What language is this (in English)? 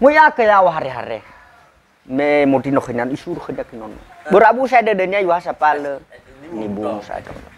Nias